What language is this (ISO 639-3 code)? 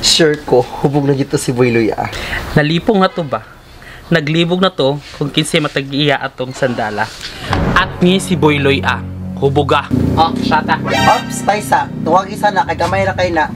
ceb